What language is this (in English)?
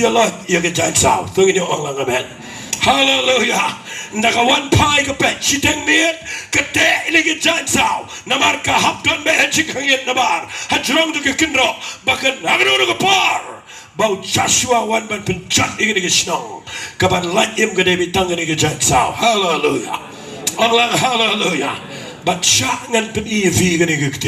Khasi